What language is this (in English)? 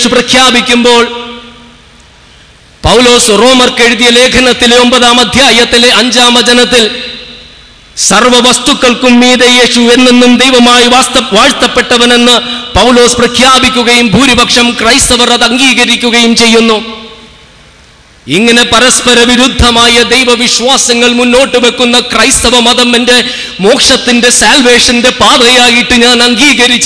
Malayalam